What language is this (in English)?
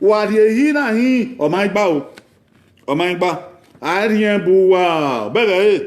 Bini